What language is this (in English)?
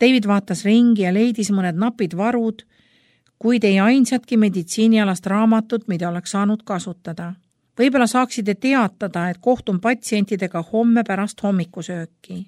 Estonian